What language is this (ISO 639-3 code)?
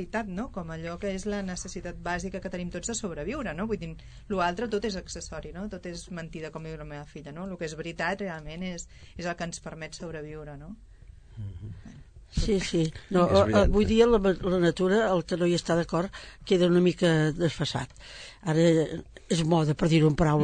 cat